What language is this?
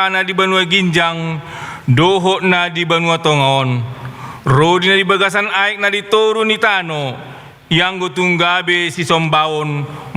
Batak Toba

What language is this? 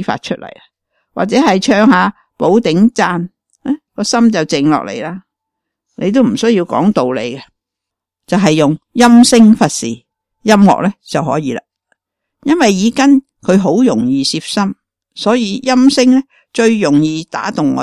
Cantonese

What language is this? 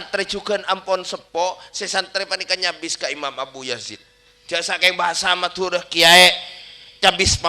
Madurese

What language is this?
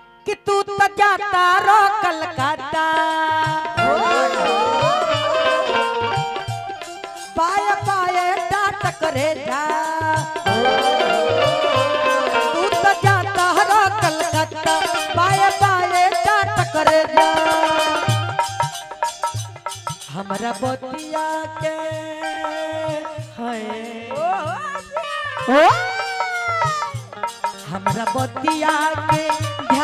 Bhojpuri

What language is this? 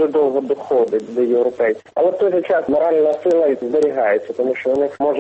Ukrainian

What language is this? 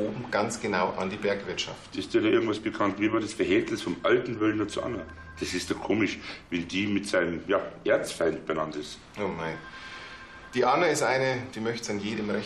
German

